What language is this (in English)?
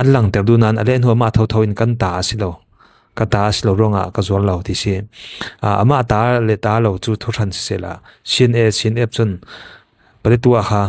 Falam Chin